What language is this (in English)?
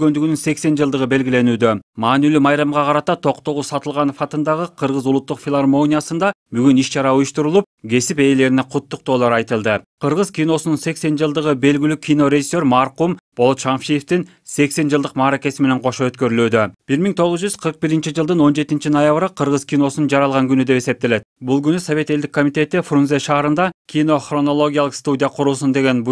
Kyrgyz